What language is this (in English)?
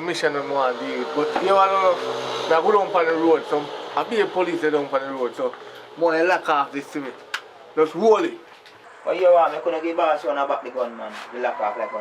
Jamaican Creole English